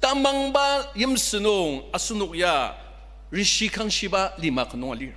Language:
Ao Naga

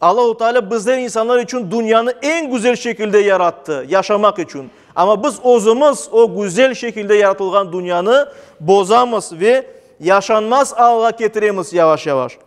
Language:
Crimean Tatar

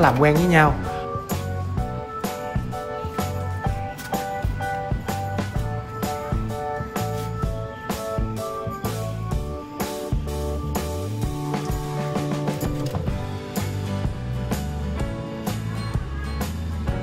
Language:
Vietnamese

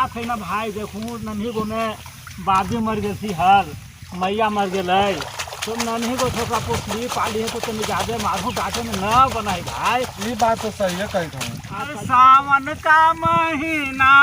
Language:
Magahi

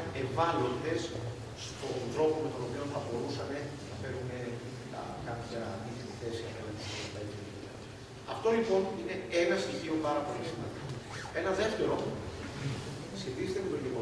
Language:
Greek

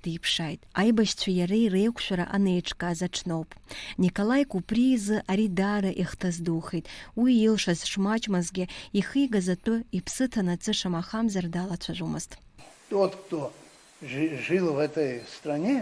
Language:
Abkhazian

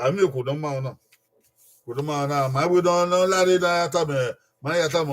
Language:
Bini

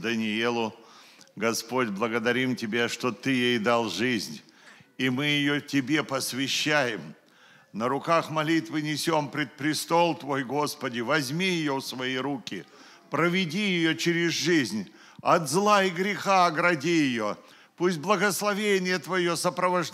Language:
Russian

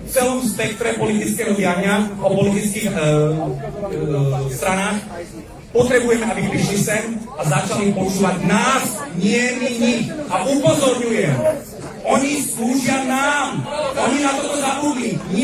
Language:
Slovak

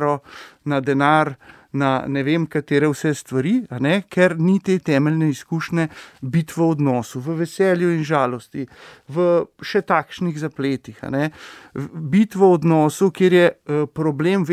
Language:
Slovenian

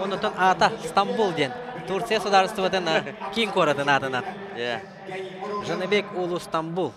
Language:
Yakut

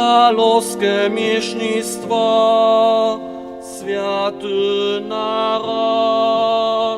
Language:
Upper Sorbian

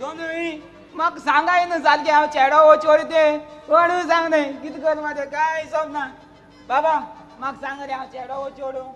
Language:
Konkani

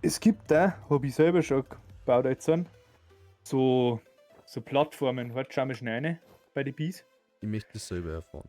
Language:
Bavarian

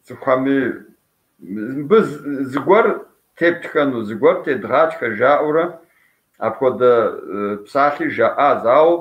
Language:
Kabardian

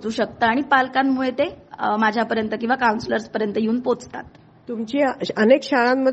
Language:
Marathi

